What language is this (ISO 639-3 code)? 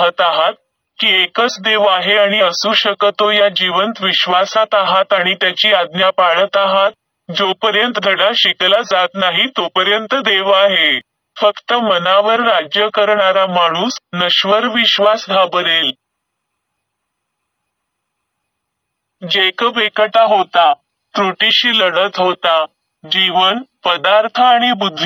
mar